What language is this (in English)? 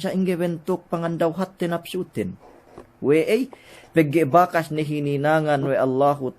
Yakan